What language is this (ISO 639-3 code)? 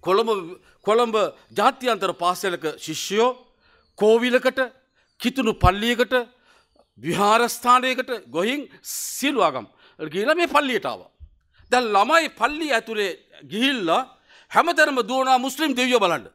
sin